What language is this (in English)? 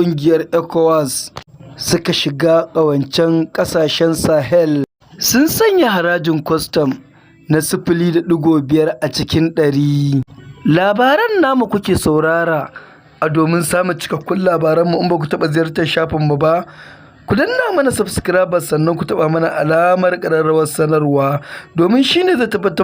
Hausa